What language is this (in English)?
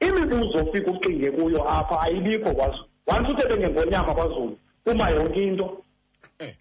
Xhosa